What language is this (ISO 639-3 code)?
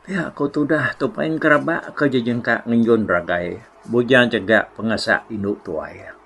iba